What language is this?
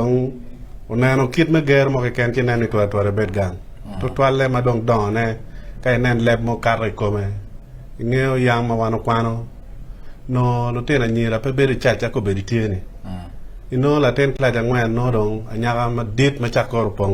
Acoli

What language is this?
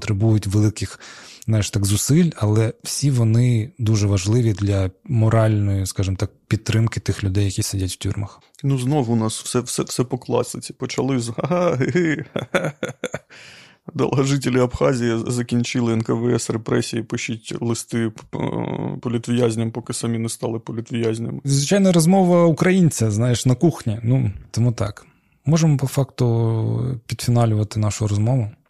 Ukrainian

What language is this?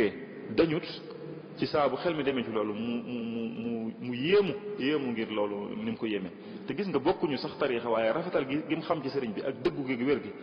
Wolof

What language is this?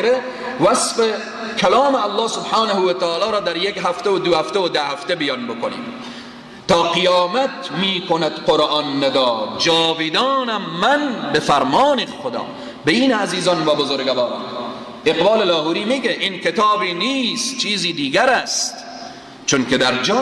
Persian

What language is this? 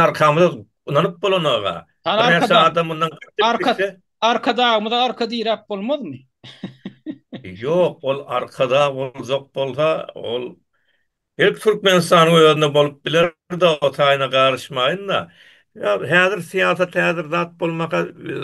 Turkmen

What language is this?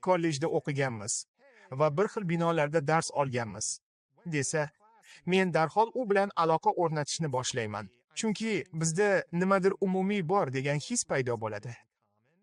Uzbek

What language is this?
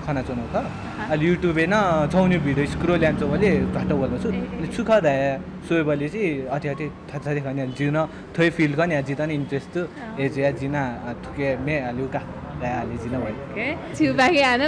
Newari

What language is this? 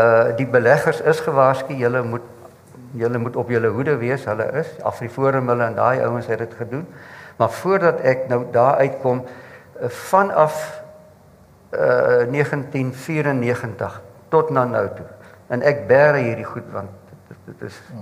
Afrikaans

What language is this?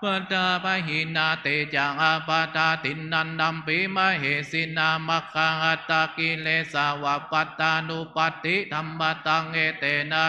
Pali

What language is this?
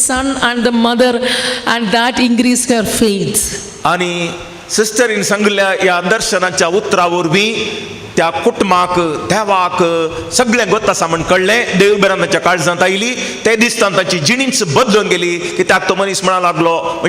Konkani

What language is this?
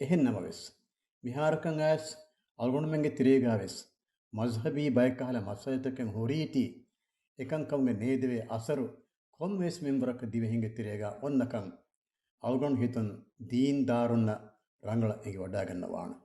Divehi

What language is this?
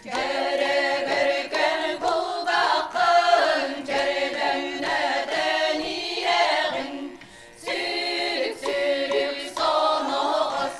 Yakut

